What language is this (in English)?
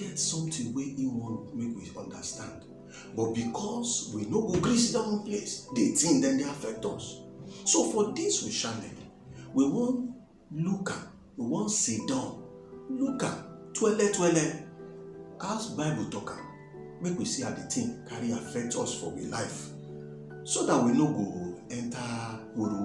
Nigerian Pidgin